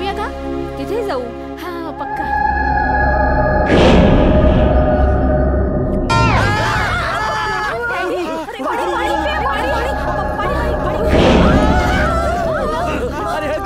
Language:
Marathi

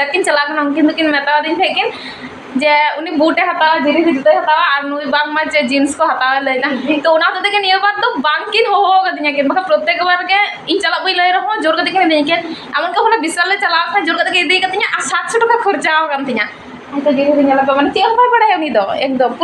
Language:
Santali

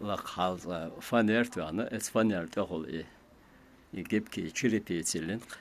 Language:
Chechen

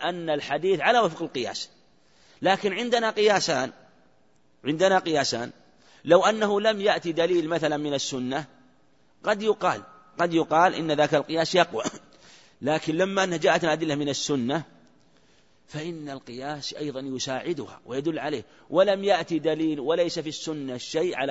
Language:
Arabic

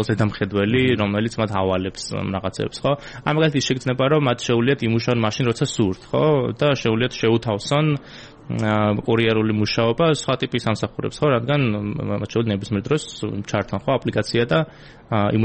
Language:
Georgian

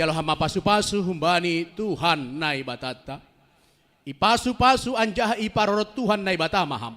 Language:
Batak Simalungun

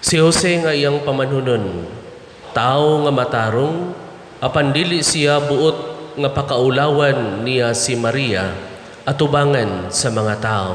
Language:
Cebuano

